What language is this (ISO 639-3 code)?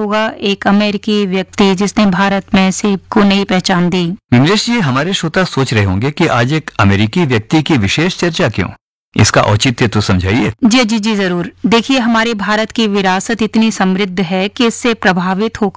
hin